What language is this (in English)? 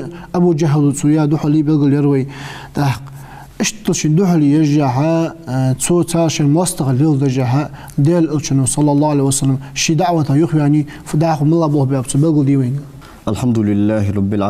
Ingush